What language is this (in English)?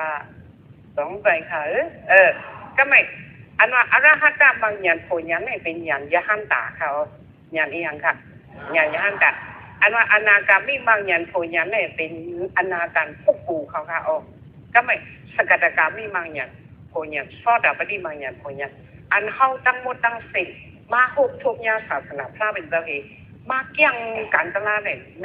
Shan